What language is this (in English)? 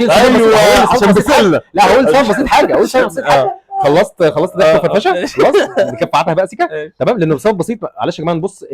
Egyptian Arabic